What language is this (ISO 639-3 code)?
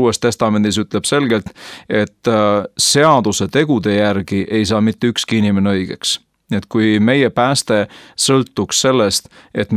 est